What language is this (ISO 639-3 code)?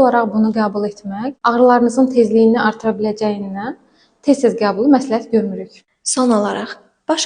aze